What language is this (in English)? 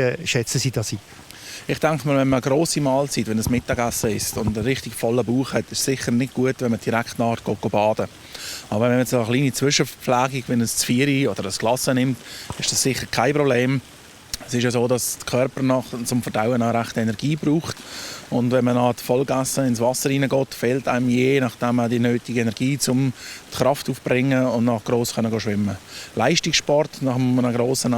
Swiss German